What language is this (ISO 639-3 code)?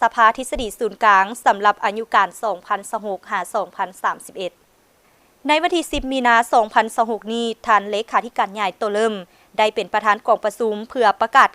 lao